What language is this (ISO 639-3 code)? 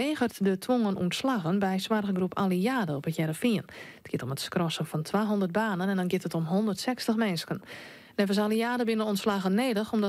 fry